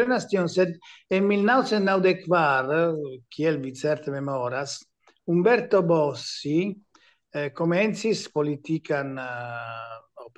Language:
Esperanto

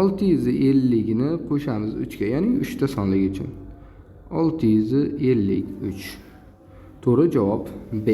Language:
Uzbek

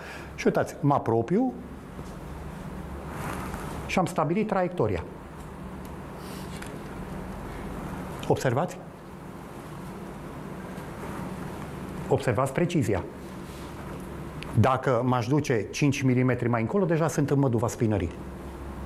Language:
Romanian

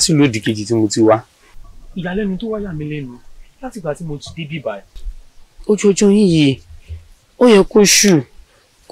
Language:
Yoruba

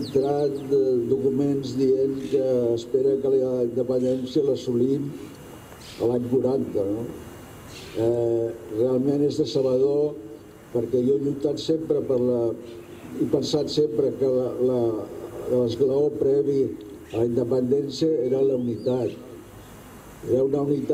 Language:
Catalan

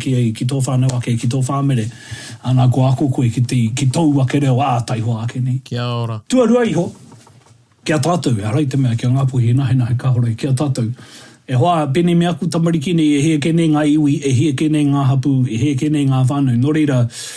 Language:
Māori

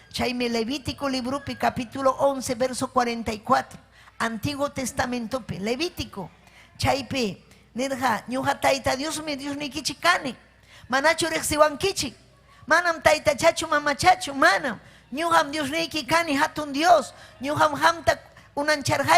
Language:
Ayacucho Quechua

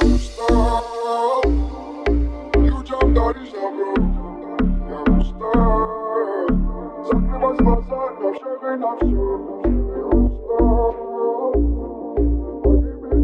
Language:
Russian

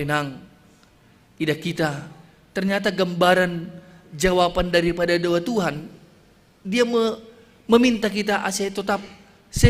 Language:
Batak Simalungun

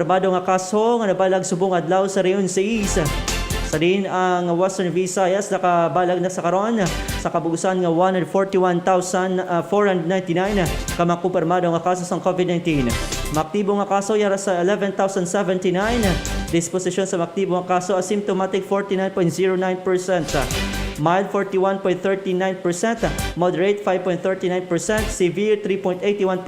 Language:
Hiligaynon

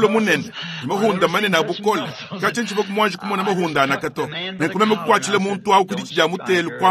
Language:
Luba-Lulua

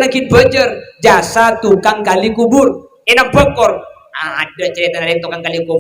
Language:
Madurese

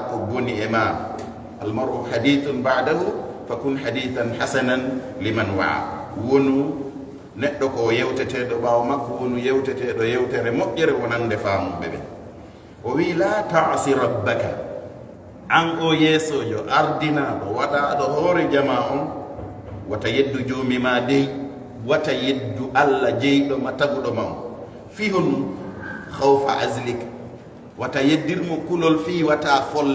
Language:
Fula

